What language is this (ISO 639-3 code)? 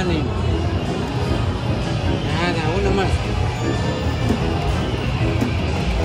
spa